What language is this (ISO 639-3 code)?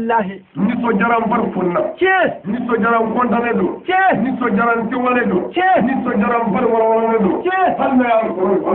bam